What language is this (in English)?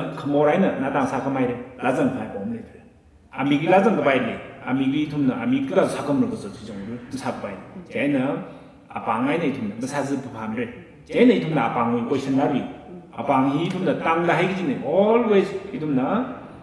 Tangkhul Naga (India)